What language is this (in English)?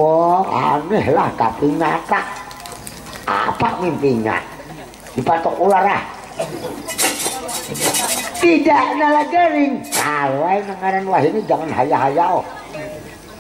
Banjar